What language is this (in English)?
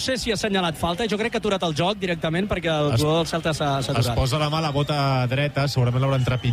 Catalan